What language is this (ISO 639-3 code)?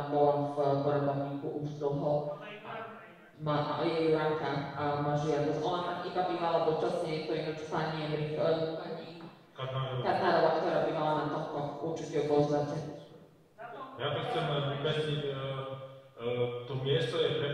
slk